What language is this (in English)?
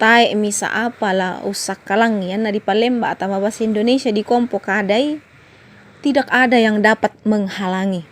Toraja-Sa'dan